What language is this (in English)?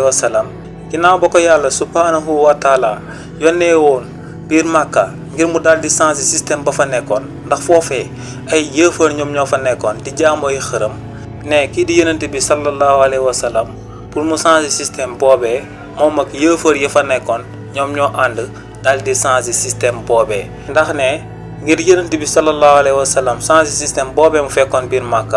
Wolof